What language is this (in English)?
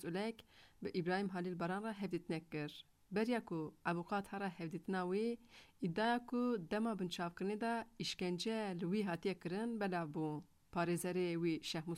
Kurdish